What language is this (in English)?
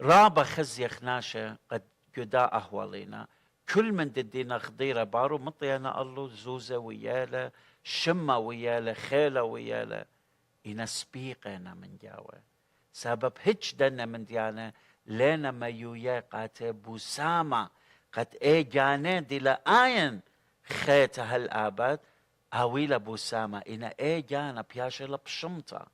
Assyrian Neo-Aramaic